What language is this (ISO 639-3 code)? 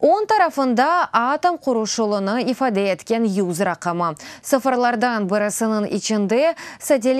crh